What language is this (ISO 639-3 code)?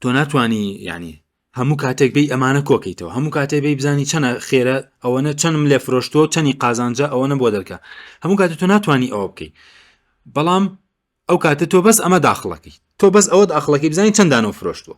ckb